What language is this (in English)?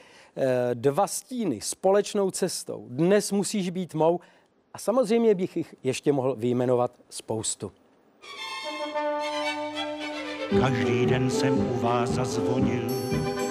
Czech